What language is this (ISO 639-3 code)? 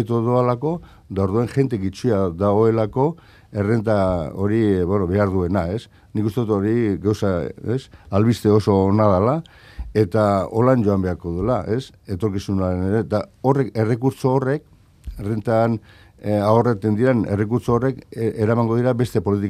eus